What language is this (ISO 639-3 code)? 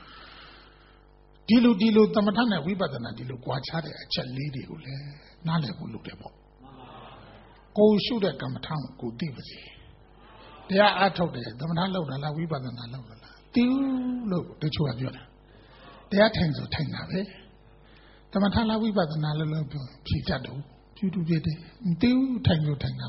mya